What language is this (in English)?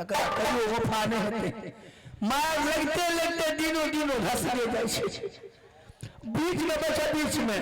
Maithili